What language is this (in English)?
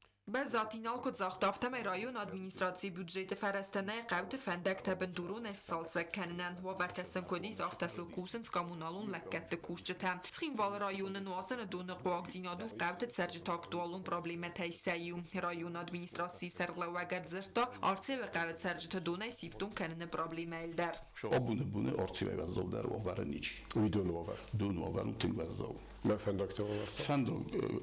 Ossetic